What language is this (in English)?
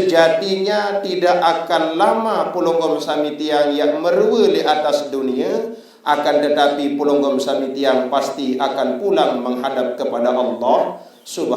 Sasak